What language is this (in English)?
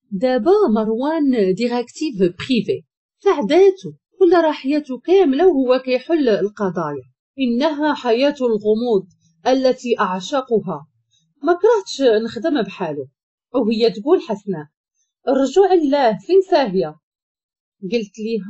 Moroccan Arabic